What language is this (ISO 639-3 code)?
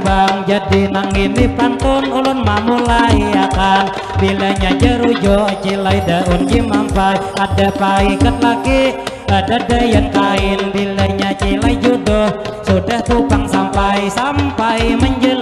bjn